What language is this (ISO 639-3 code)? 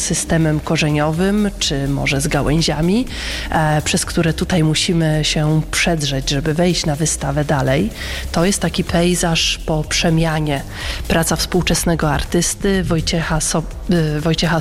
pol